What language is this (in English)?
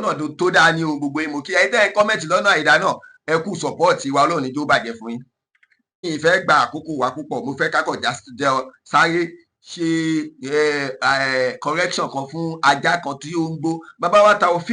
Yoruba